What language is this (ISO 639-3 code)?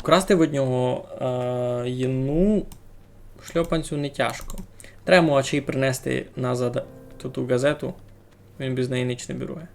rue